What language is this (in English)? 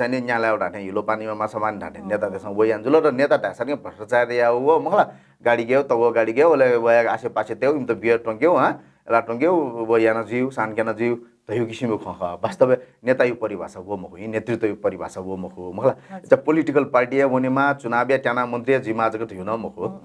Newari